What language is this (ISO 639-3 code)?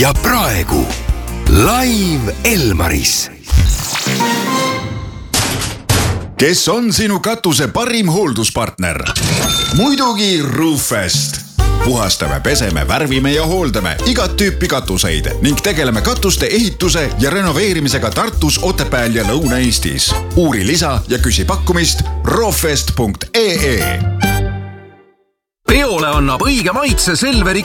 est